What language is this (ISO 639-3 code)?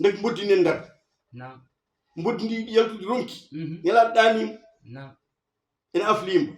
ful